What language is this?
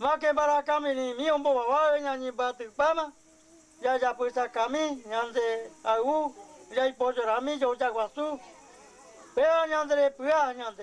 Guarani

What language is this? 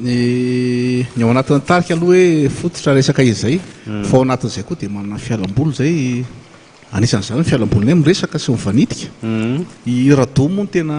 Malagasy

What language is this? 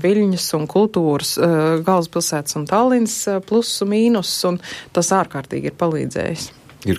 Latvian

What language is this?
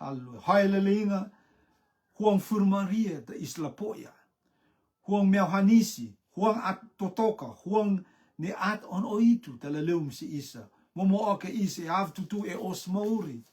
Rotuman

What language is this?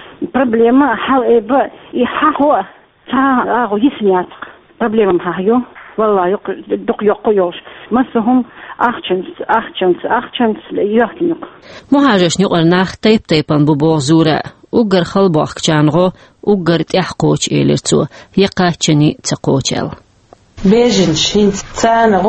Chechen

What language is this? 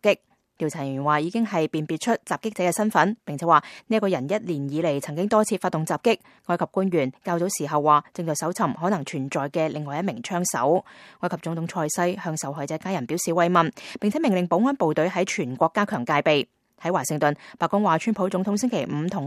Cantonese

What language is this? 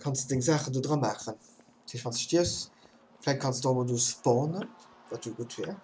Luxembourgish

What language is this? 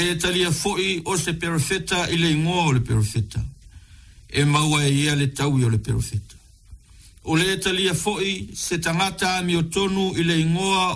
Samoan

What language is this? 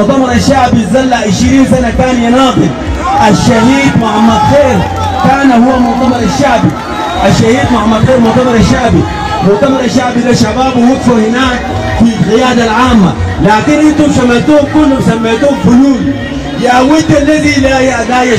Sudanese Arabic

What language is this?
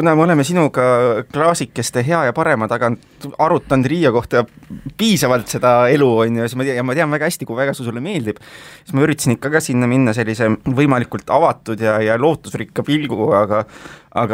Estonian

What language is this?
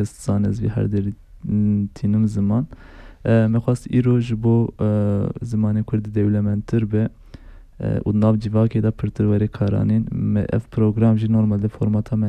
Kurdish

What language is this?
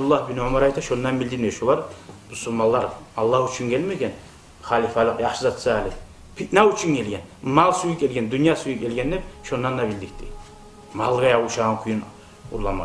Kumyk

